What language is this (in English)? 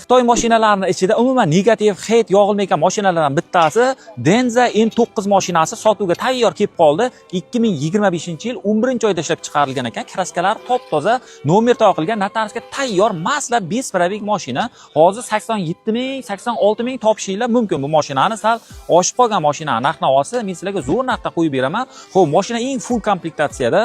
Uzbek